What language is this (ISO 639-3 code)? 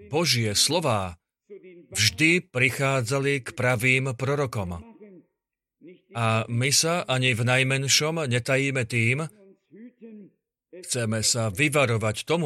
slk